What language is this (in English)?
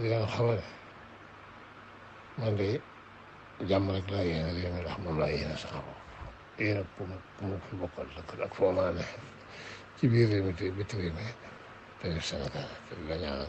Wolof